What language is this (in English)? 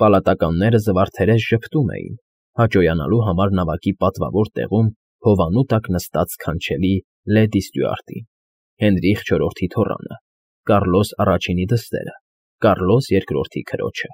Armenian